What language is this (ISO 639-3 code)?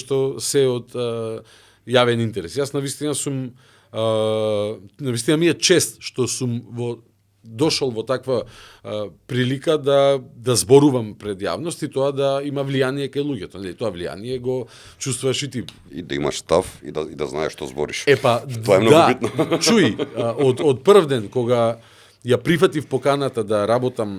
mkd